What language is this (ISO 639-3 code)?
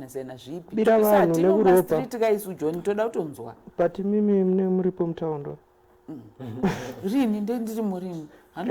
sna